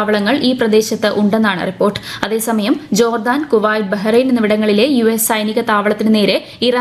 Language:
Malayalam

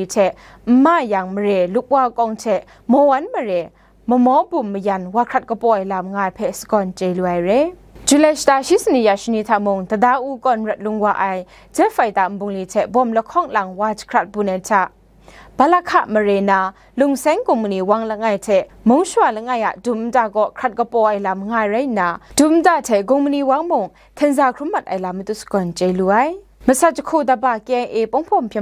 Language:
Kachin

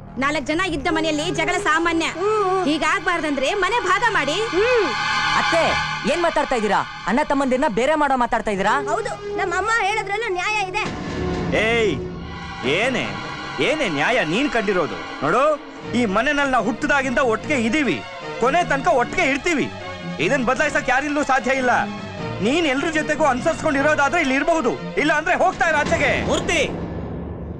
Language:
Kannada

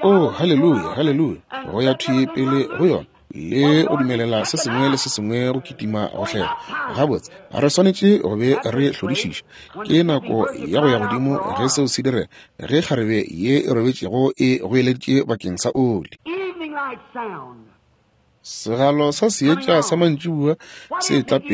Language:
Northern Sotho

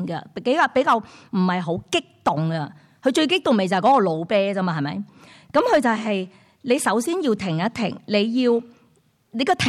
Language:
Cantonese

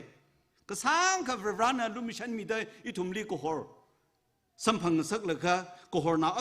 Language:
Tangkhul Naga (India)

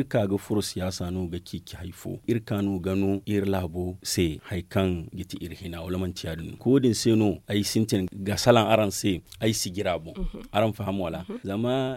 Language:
Zarma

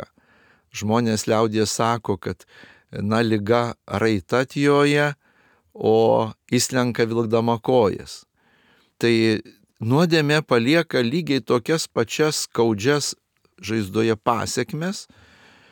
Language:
Lithuanian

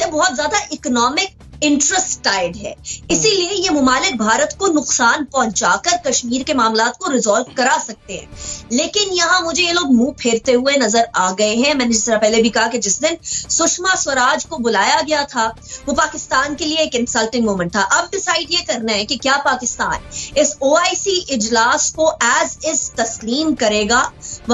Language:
Urdu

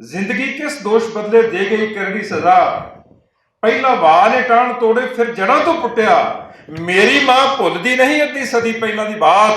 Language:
Western Panjabi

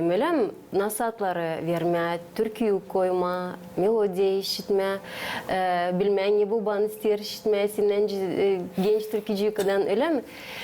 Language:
Gagauz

